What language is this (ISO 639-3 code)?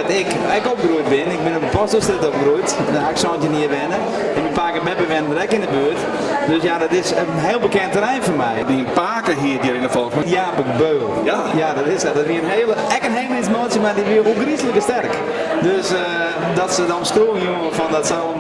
fry